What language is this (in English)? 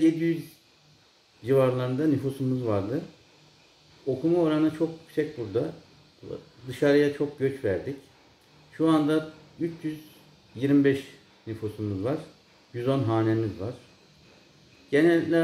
Turkish